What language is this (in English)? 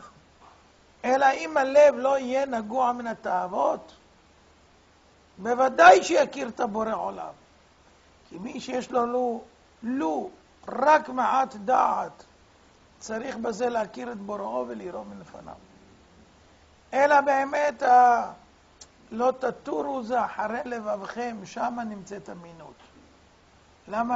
Hebrew